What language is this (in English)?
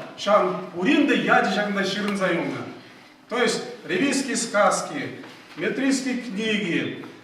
Chuvash